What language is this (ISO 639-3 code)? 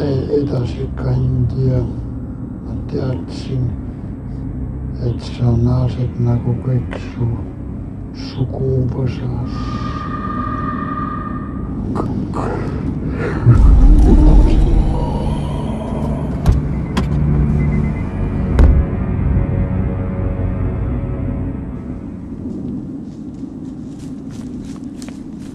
est